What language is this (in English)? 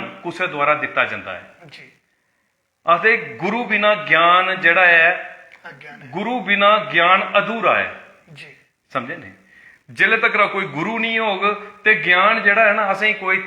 Dogri